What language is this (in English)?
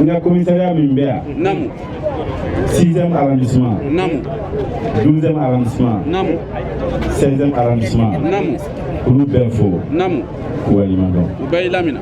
Bambara